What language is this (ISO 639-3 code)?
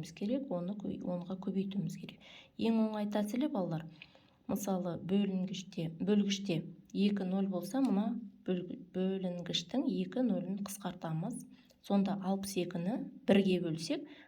kaz